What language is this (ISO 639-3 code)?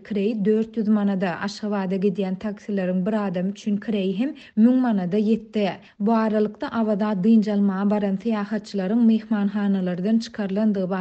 tuk